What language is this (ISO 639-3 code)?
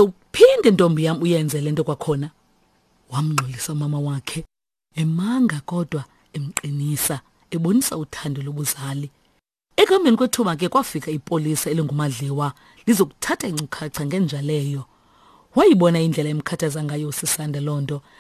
xho